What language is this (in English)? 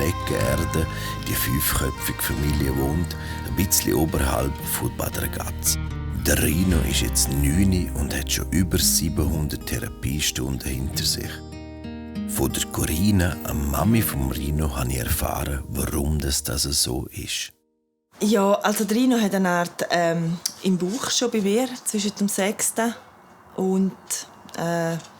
Swiss German